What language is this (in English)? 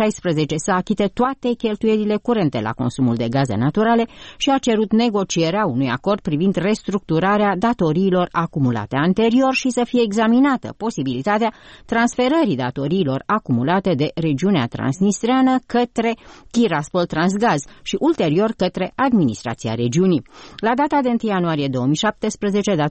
Romanian